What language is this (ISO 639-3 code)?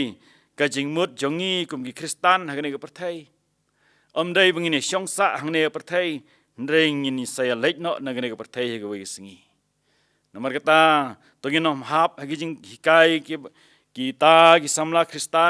kha